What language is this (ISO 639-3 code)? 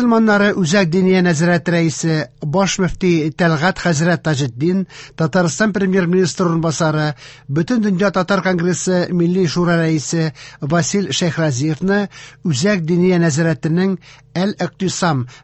tat